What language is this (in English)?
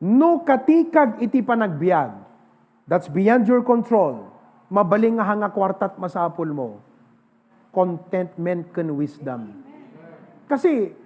Iloko